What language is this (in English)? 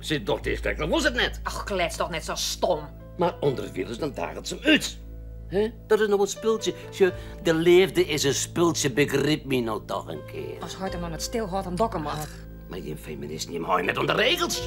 Western Frisian